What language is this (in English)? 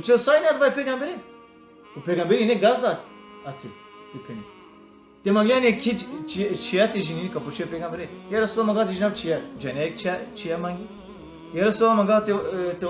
Balkan Romani